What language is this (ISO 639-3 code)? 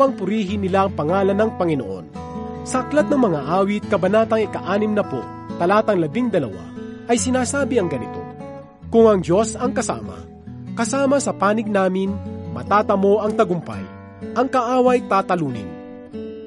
fil